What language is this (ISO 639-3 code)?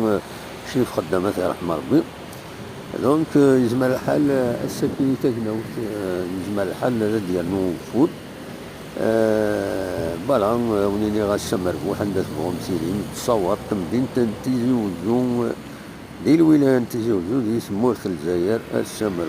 kab